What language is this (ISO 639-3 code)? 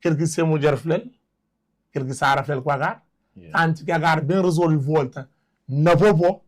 kea